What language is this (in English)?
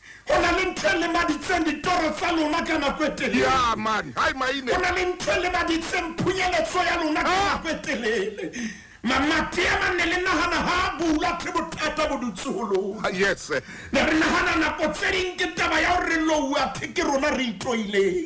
Southern Sotho